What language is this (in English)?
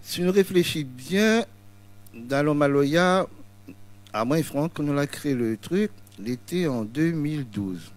Réunion Creole French